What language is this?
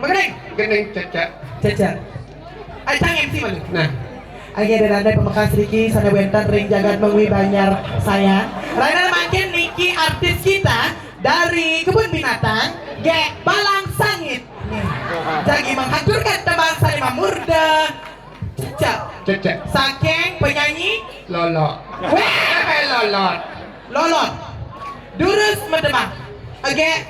Balinese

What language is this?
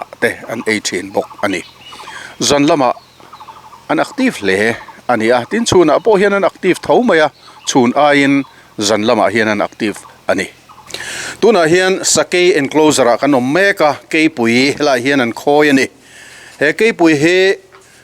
Mizo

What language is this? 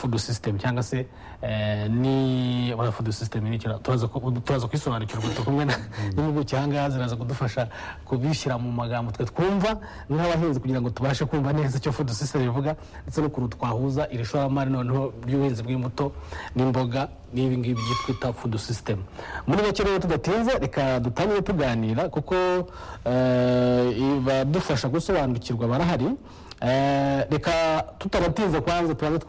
Kinyarwanda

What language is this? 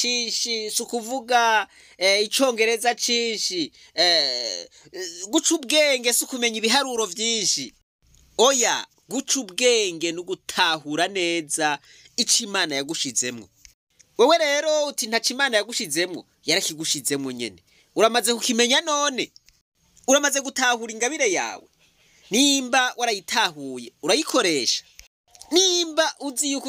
Rundi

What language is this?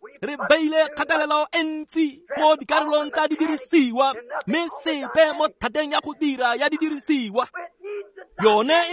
Tswana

